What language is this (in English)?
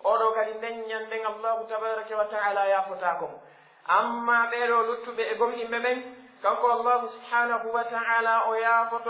Pular